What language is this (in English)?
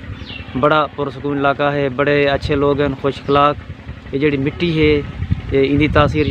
Saraiki